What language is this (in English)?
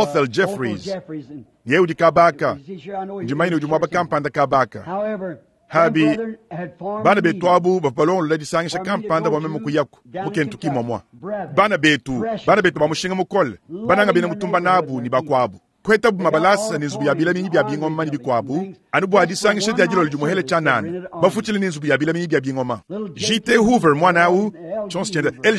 Luba-Lulua